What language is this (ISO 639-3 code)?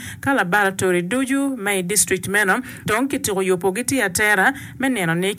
ach